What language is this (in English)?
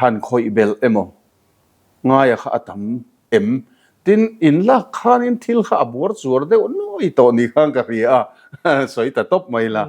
Mizo